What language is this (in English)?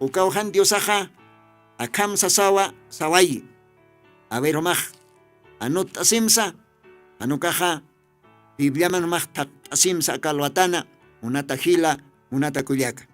Aymara